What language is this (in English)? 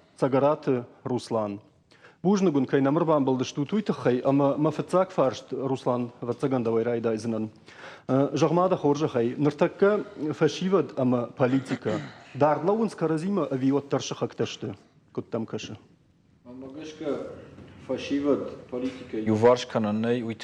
Ossetic